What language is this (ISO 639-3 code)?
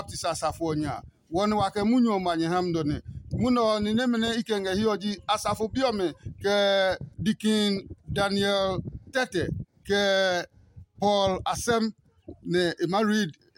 ada